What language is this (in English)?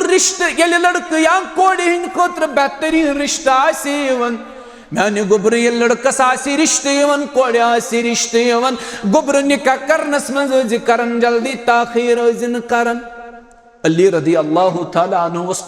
Kashmiri